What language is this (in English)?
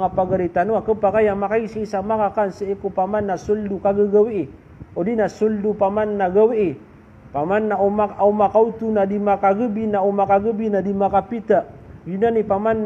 Maranao